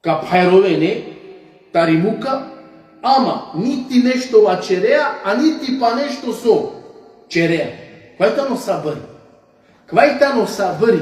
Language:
Balkan Romani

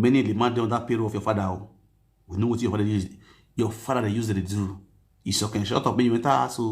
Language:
Nigerian Pidgin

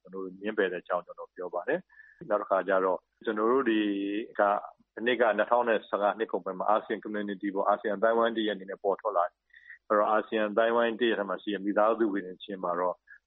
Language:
Burmese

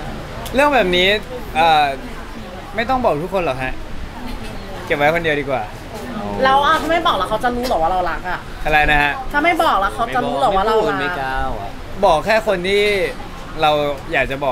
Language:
Thai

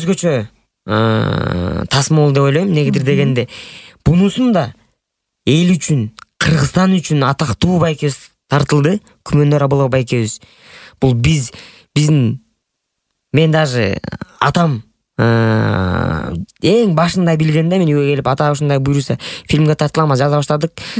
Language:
Kyrgyz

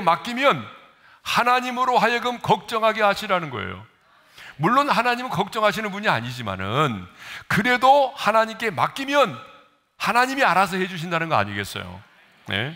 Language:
Korean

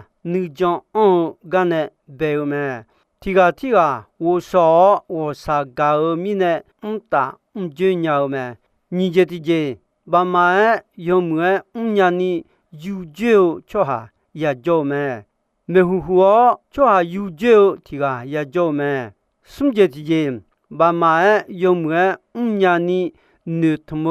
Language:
Akha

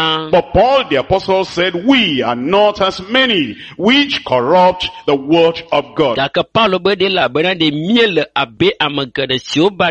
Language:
Ewe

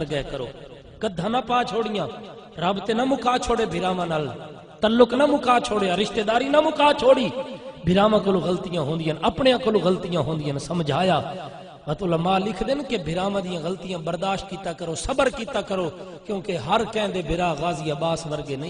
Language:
Saraiki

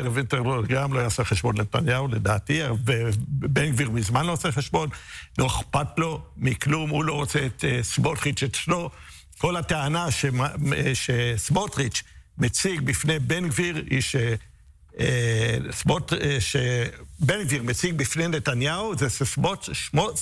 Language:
Hebrew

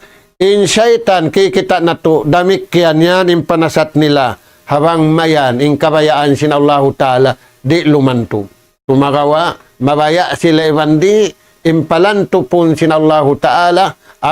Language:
Tausug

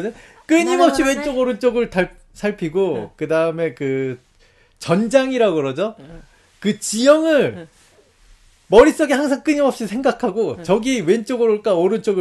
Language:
Korean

